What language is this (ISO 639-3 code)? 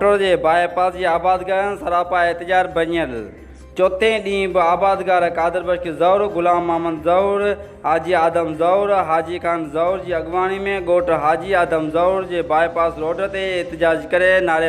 snd